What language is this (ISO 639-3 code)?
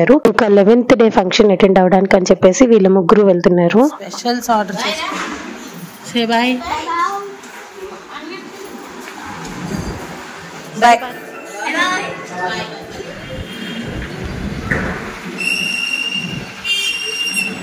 tel